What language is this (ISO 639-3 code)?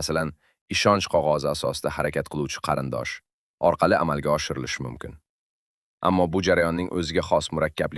uzb